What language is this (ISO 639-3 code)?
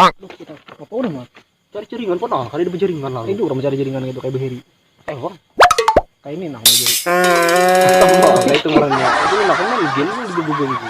bjn